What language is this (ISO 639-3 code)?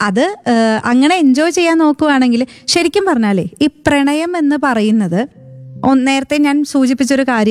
mal